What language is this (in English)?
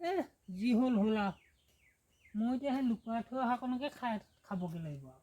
Assamese